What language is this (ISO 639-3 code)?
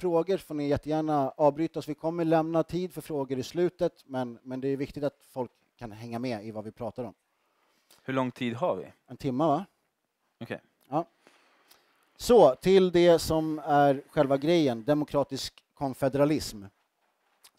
swe